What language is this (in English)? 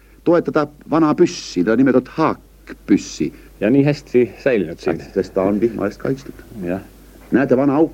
Estonian